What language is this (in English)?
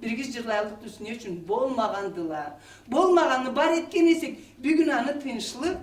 Karachay-Balkar